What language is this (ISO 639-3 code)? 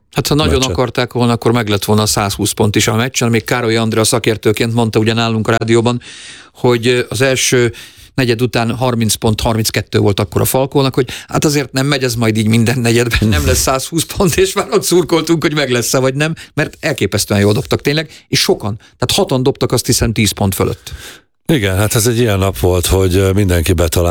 hun